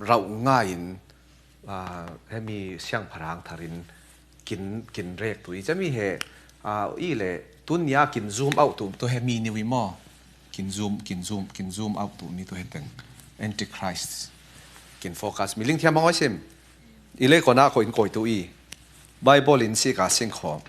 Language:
Falam Chin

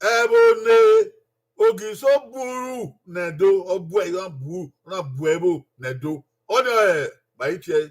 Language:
Bini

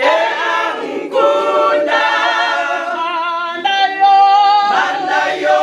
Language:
Venda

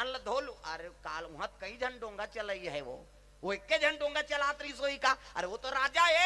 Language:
Chhattisgarhi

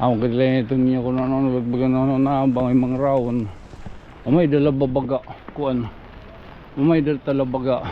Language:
Waray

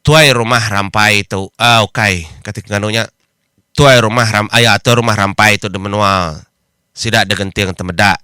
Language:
Iban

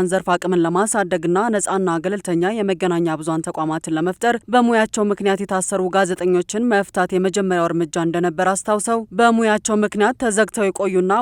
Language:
Amharic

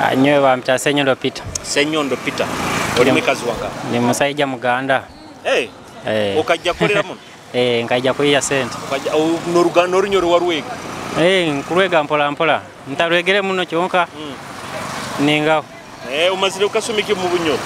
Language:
Nyoro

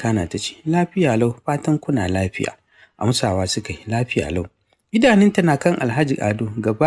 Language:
Hausa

